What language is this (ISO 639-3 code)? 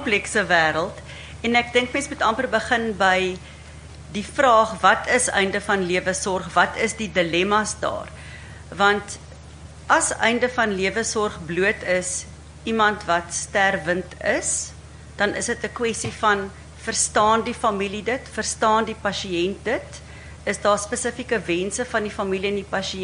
afr